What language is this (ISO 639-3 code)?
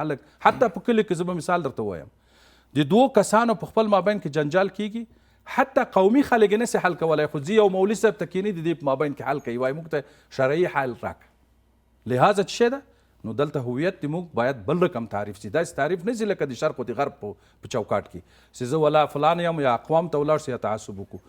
pus